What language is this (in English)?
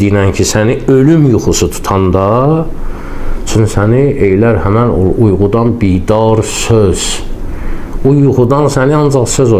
Azerbaijani